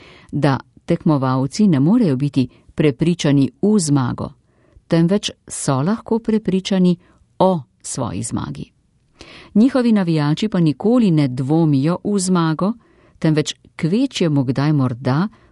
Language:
Slovenian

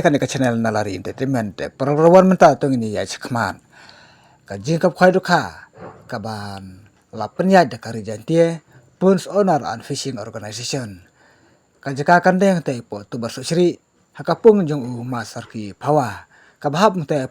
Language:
Khasi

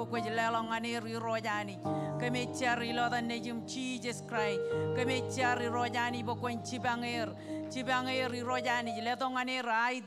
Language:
Marshallese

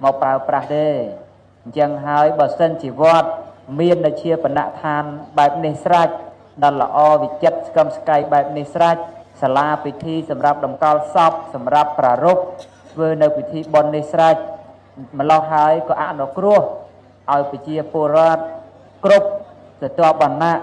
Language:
Khmer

